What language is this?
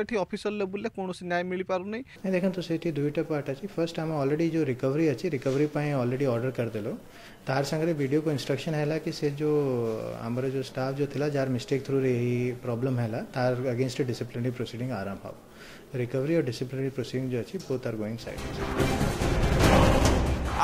Odia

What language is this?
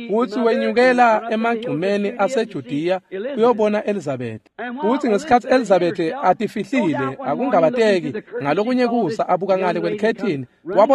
Swati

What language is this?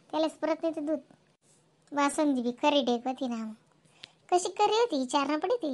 Khandesi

